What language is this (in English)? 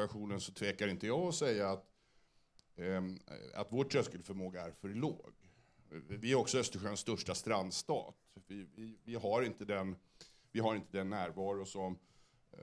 Swedish